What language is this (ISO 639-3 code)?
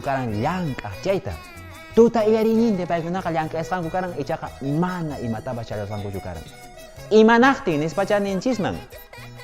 que